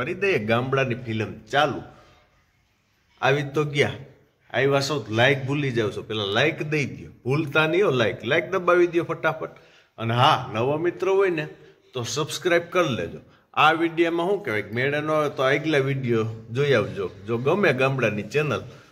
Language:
Gujarati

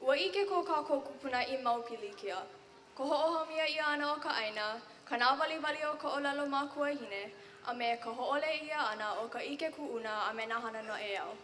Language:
Hawaiian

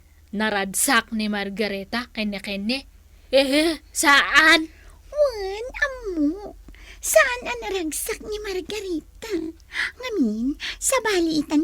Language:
Iloko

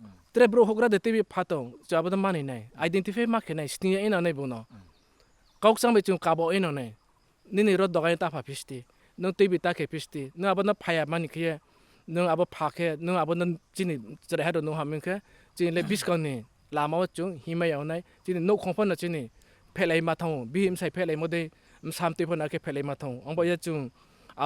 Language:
Riang (India)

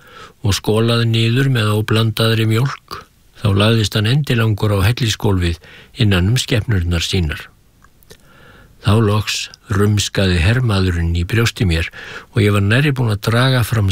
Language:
Icelandic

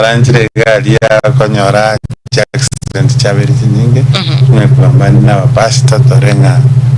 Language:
Gusii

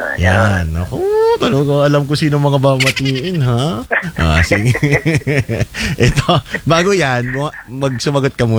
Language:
Filipino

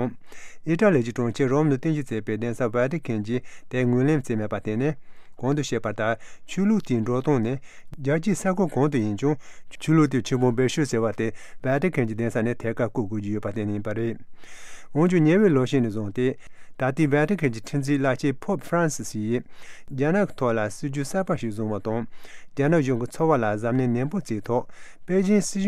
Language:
Tibetan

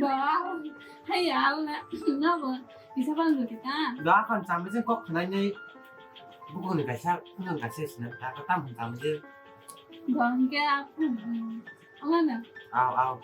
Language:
Kok Borok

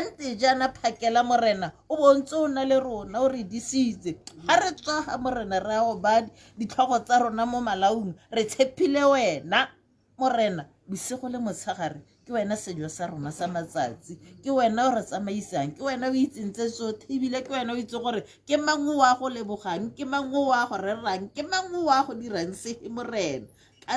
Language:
Tswana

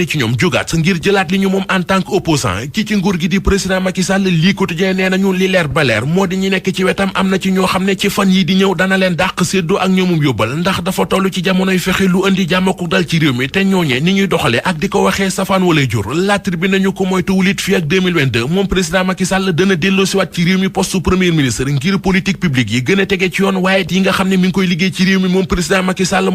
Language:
Wolof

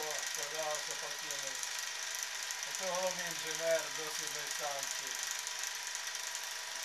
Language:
Ukrainian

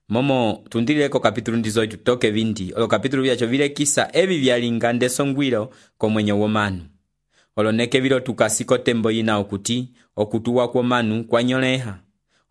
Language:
Umbundu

